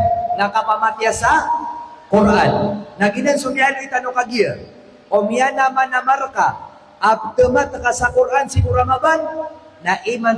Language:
Maranao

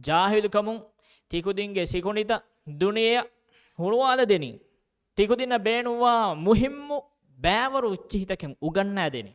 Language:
Divehi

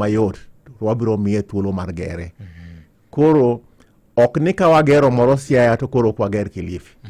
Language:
Luo (Kenya and Tanzania)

